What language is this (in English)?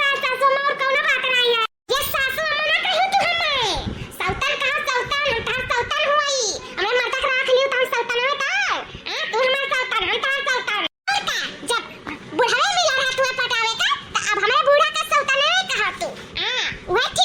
Awadhi